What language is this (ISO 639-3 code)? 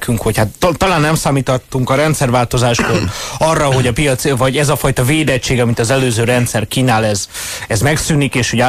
hun